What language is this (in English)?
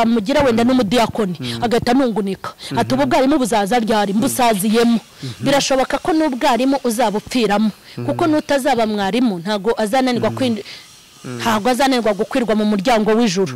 Kinyarwanda